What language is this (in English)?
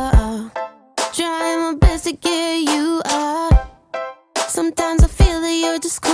Banjar